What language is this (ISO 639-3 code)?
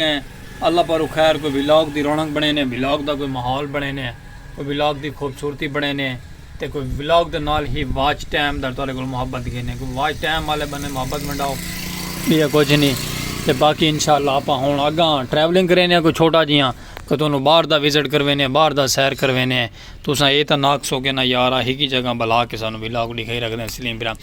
skr